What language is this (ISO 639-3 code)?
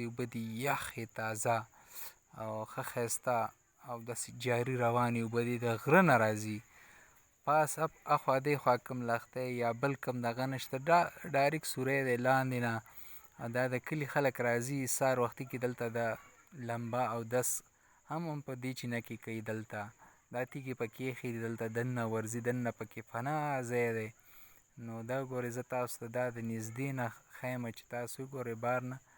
pus